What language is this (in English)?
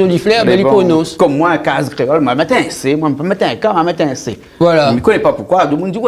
Réunion Creole French